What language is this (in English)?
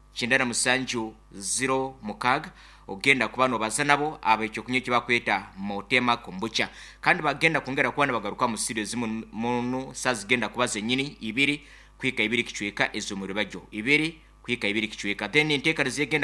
Nyankole